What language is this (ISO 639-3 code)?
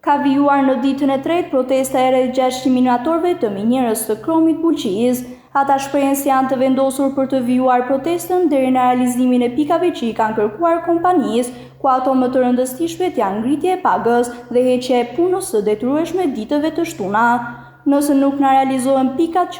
sqi